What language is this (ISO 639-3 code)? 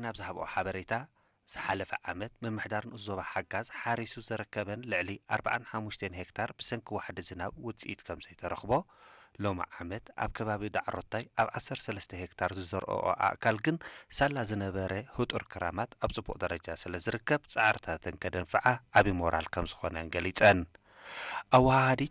tir